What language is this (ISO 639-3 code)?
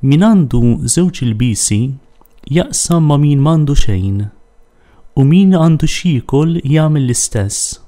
mlt